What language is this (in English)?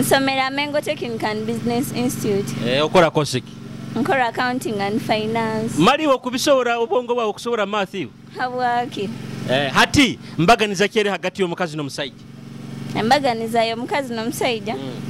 Nyoro